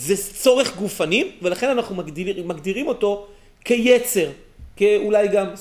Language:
Hebrew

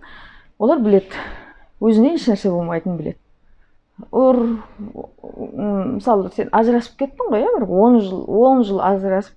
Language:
Kazakh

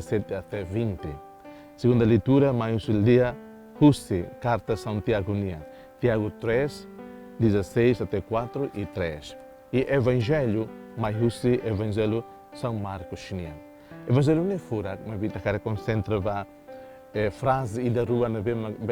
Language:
Tetum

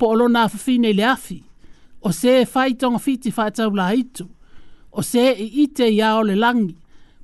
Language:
Samoan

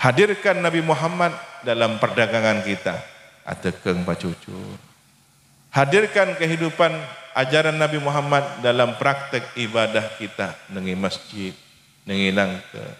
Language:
Madurese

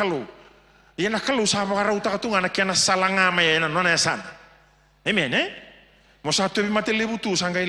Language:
Fijian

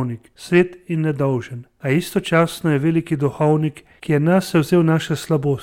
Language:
Slovenian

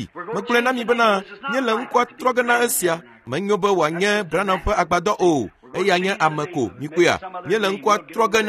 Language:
Ewe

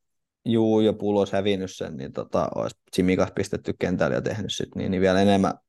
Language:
Finnish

